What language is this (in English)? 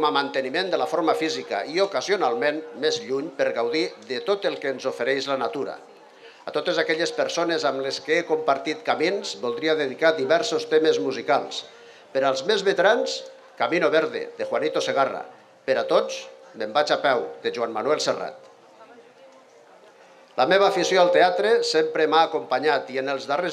Catalan